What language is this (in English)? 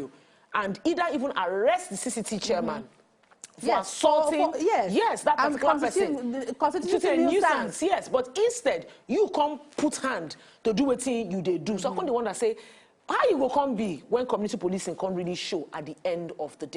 Nigerian Pidgin